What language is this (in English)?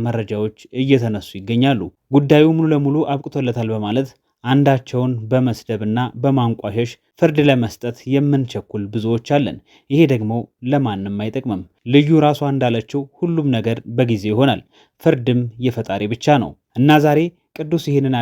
Amharic